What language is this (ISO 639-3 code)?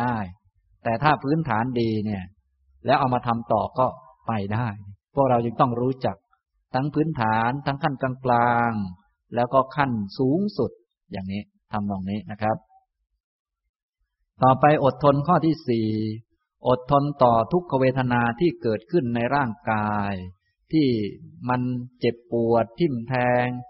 tha